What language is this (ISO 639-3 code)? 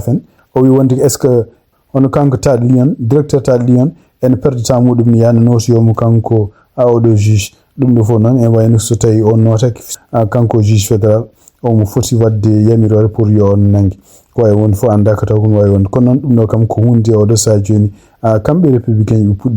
ful